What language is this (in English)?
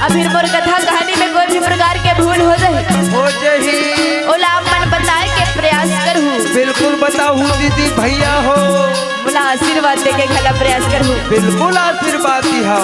Chhattisgarhi